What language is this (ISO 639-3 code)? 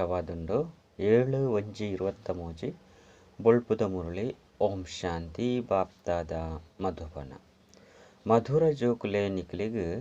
tcy